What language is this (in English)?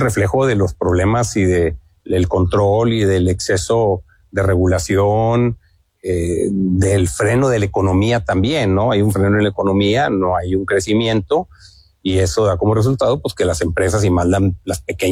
Spanish